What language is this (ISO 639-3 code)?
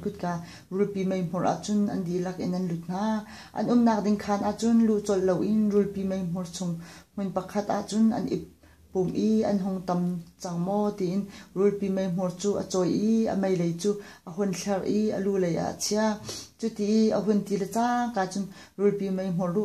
cnh